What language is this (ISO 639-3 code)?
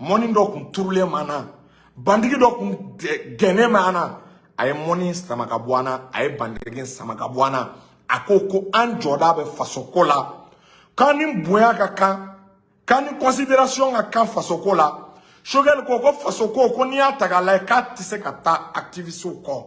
bam